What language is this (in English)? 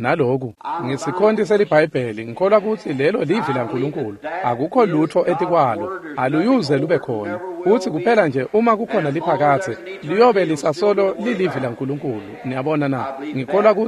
Swati